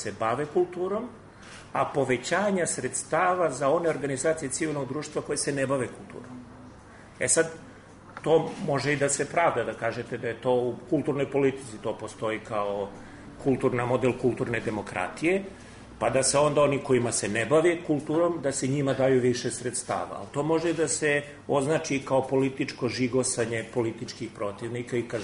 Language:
Serbian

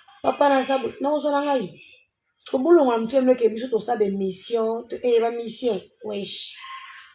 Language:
Lingala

